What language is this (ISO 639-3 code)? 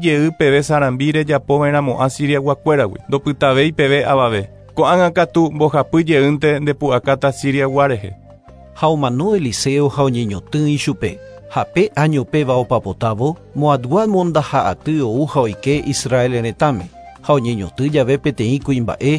grn